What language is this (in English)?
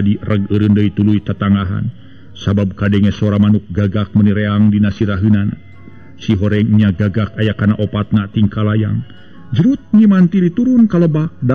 Sundanese